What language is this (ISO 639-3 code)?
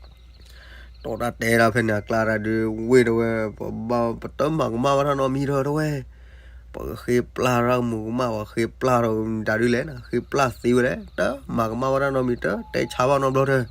ksw